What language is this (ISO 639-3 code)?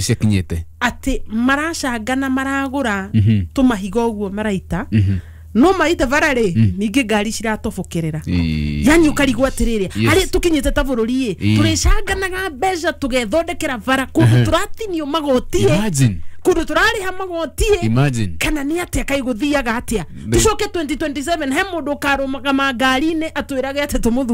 kik